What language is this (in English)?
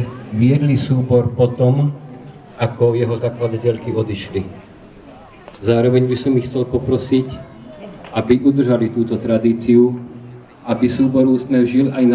Slovak